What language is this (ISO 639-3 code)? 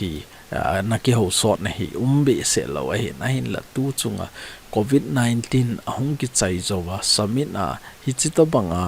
tcz